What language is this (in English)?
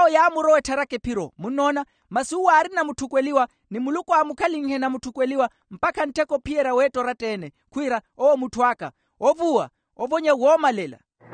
Makhuwa